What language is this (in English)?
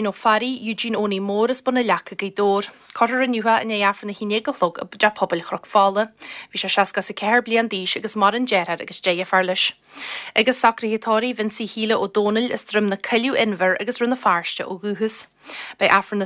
Irish